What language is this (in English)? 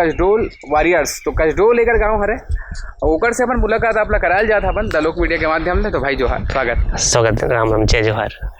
Chhattisgarhi